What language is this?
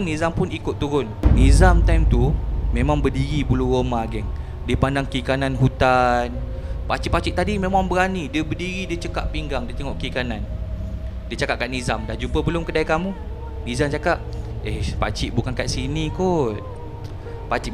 Malay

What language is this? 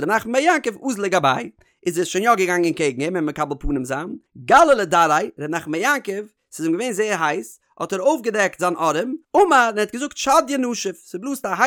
Yiddish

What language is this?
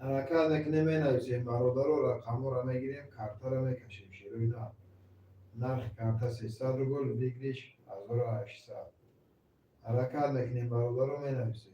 Tajik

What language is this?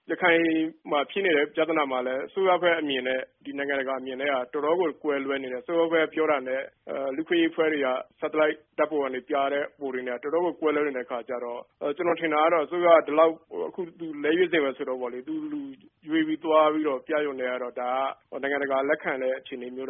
Burmese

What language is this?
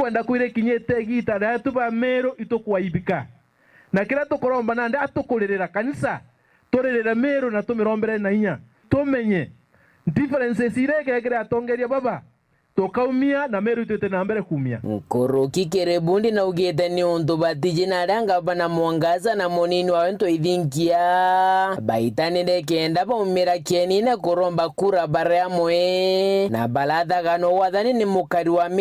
Meru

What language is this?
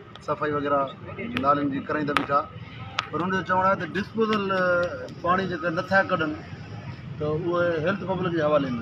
Sindhi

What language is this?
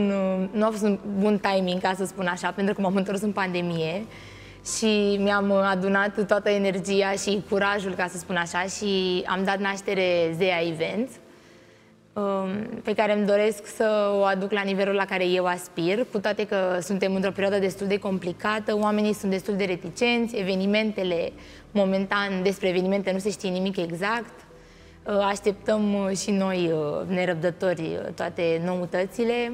Romanian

